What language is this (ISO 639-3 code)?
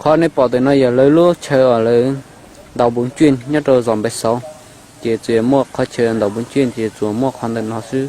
hmn